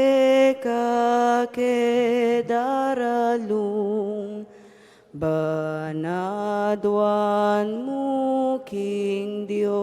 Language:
Pampanga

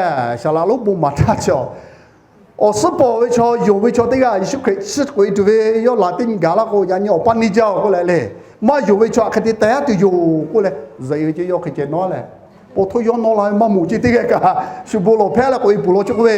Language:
Lahu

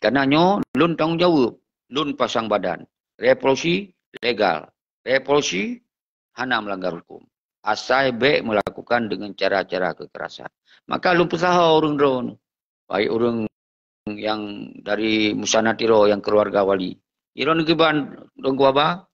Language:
Achinese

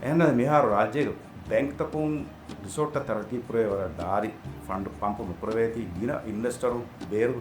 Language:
Divehi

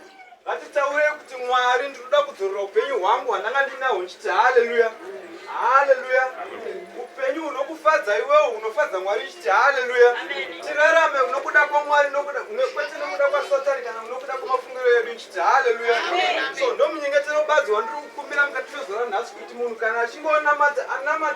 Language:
Shona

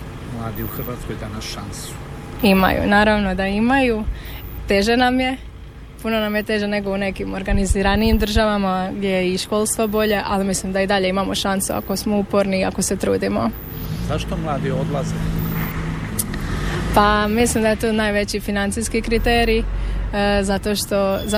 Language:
Croatian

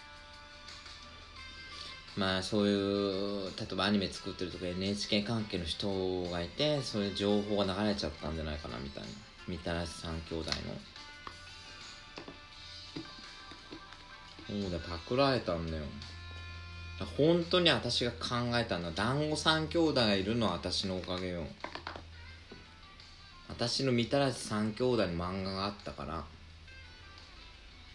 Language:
Japanese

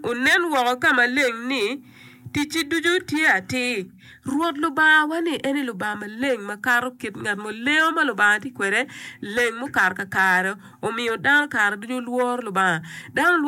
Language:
Acoli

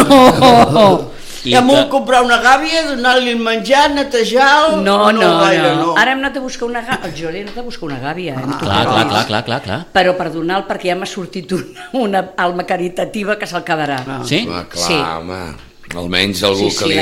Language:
Catalan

